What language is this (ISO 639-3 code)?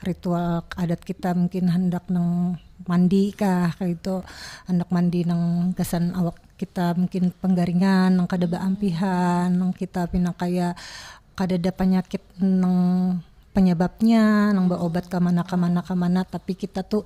bjn